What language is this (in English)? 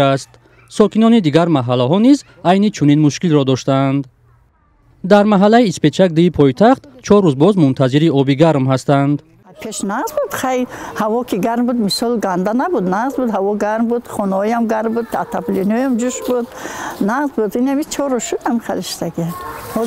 Tajik